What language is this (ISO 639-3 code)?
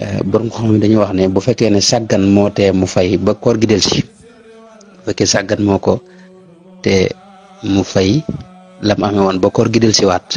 wol